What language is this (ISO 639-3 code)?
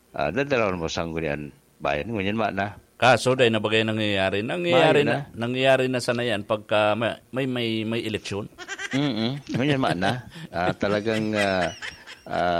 bik